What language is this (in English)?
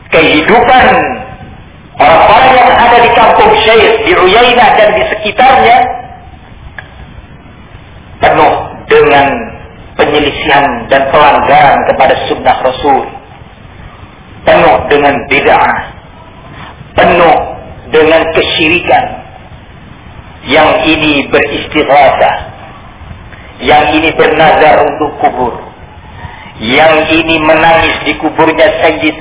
Indonesian